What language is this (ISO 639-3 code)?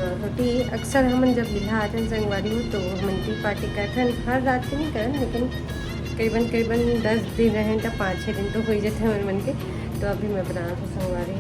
hne